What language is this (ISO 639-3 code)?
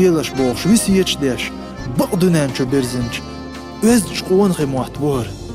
che